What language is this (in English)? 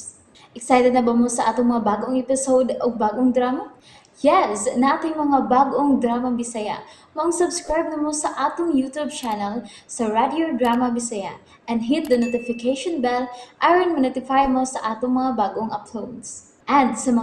Cebuano